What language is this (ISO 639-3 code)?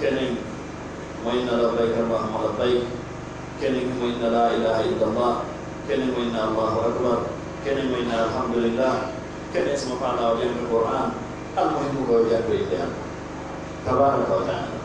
fuf